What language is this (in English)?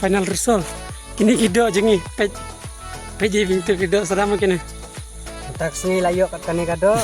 Khasi